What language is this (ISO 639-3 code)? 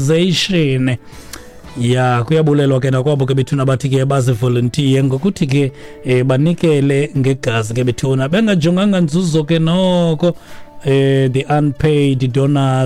xho